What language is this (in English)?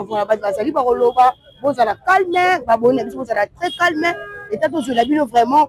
Lingala